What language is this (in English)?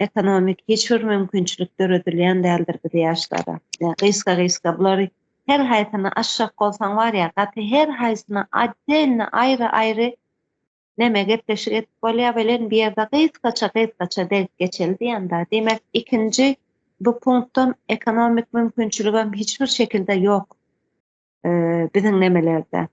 Turkmen